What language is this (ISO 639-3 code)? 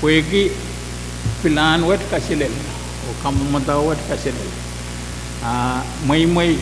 pon